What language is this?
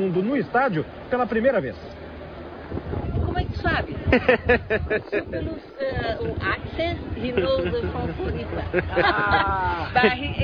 Portuguese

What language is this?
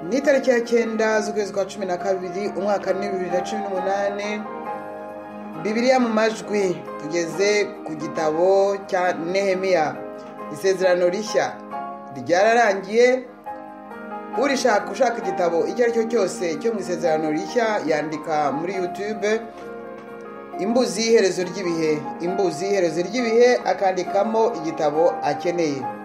Kinyarwanda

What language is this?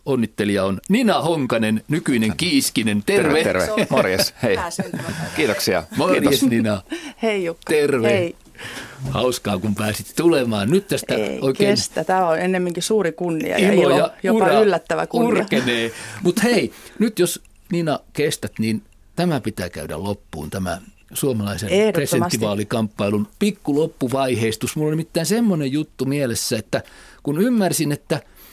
Finnish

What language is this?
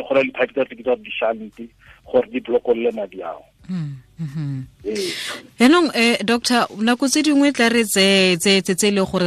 Tswana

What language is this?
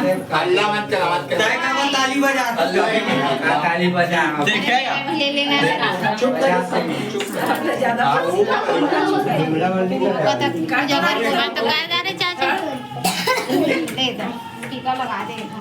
Chhattisgarhi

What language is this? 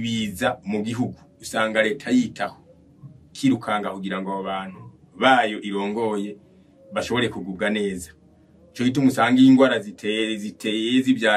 Rundi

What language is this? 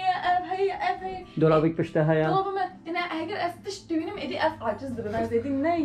Kurdish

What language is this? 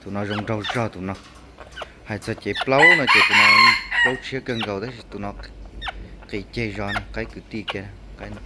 Hmong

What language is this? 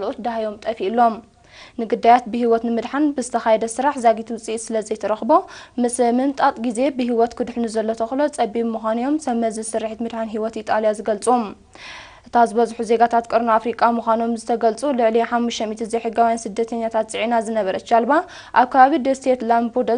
Tigrinya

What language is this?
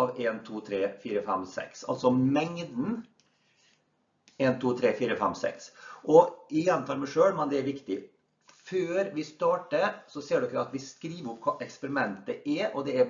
Norwegian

